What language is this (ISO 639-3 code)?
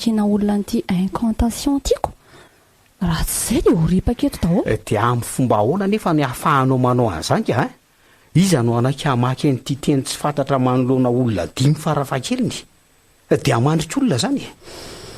mlg